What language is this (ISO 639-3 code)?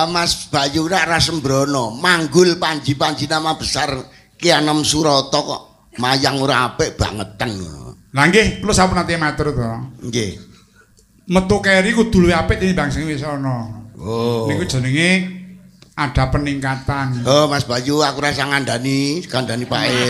jav